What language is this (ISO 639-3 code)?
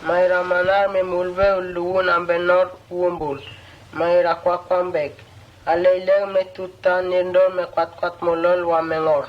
mtt